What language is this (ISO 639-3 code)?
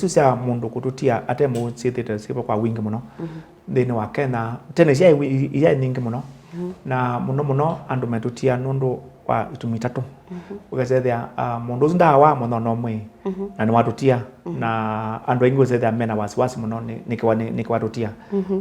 kam